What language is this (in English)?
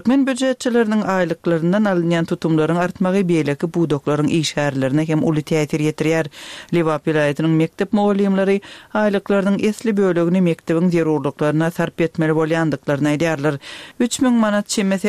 Turkmen